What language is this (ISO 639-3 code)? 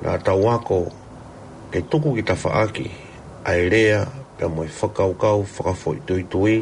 ton